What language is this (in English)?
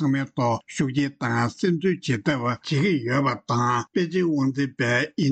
Tibetan